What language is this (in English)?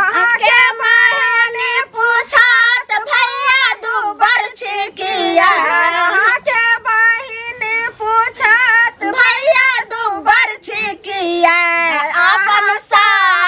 Maithili